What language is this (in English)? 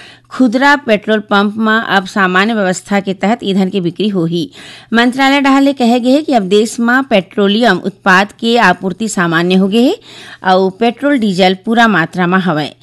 Chhattisgarhi